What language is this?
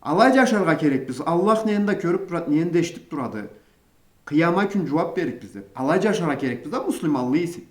Karachay-Balkar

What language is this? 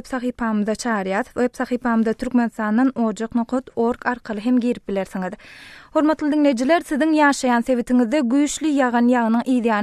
Turkmen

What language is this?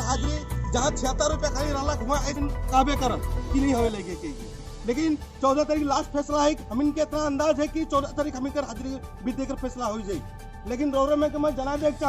Sadri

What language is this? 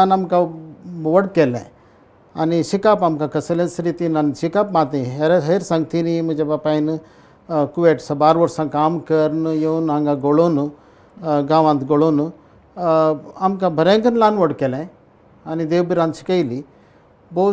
Konkani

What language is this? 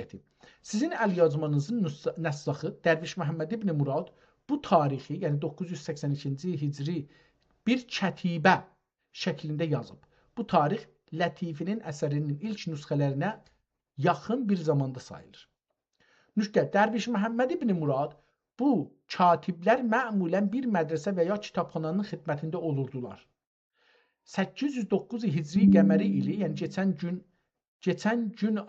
South Azerbaijani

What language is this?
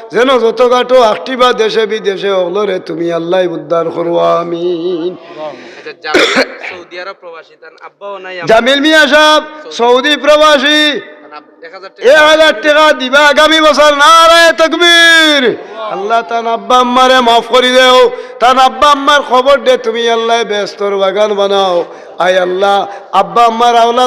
Sylheti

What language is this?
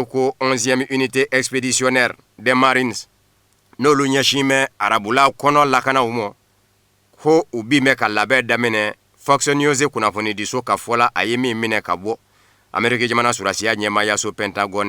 Bambara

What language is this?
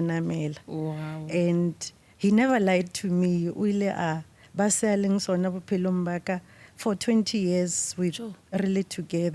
Northern Sotho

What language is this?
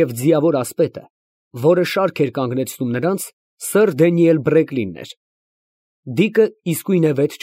Armenian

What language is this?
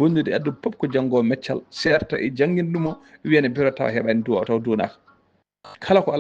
Fula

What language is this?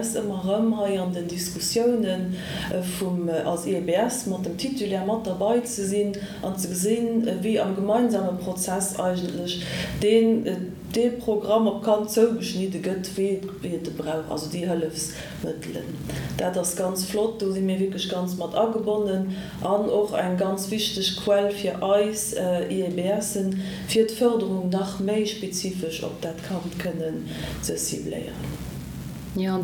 Luxembourgish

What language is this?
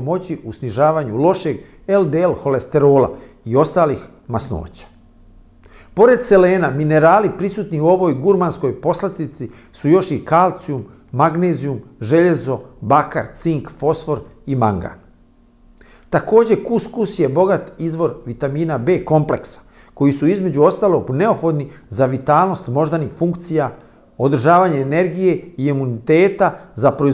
Bosnian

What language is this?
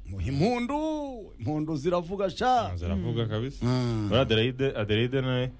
Kinyarwanda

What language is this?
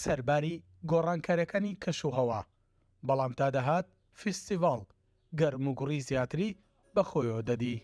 Central Kurdish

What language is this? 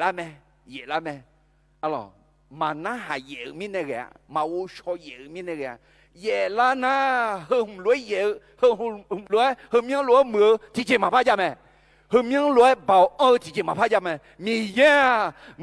Akha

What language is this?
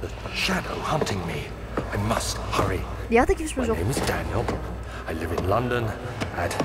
Luxembourgish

